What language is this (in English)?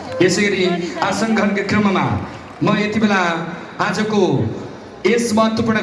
Nepali